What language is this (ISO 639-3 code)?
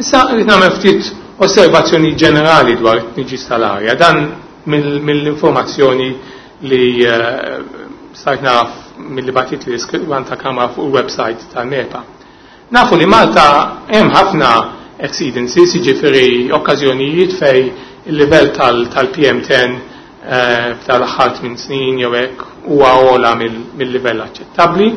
mlt